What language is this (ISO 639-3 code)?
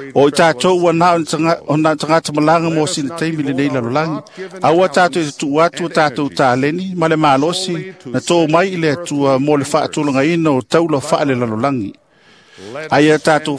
smo